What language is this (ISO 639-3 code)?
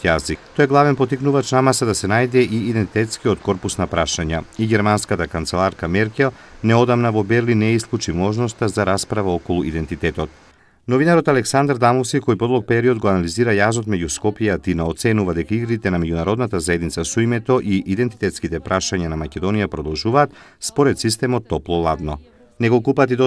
mkd